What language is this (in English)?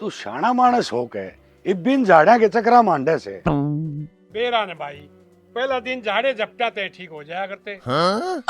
Haryanvi